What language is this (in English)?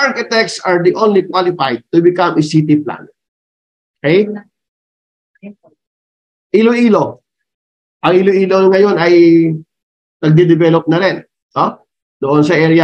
Filipino